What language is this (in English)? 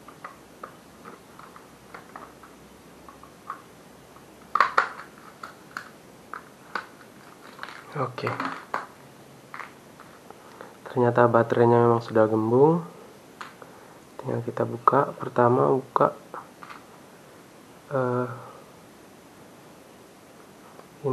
Indonesian